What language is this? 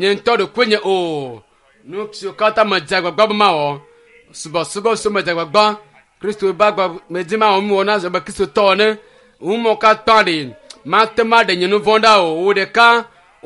Ewe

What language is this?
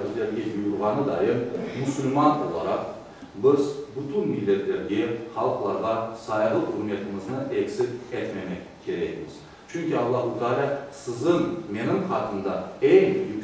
Crimean Tatar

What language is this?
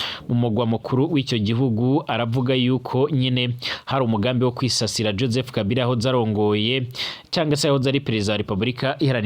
Rundi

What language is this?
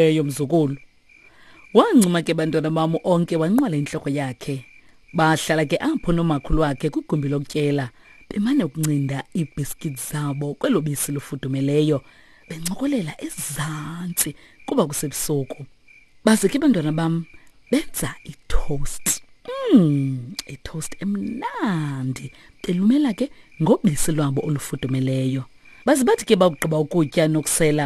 Xhosa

